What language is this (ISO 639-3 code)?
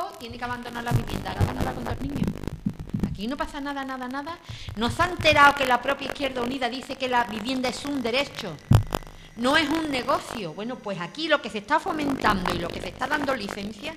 spa